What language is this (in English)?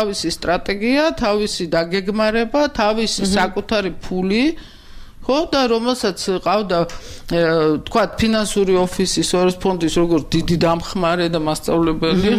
Georgian